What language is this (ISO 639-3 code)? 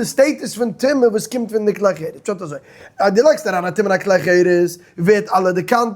yid